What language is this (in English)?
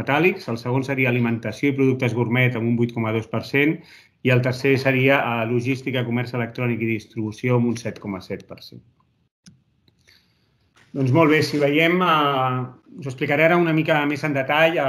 Catalan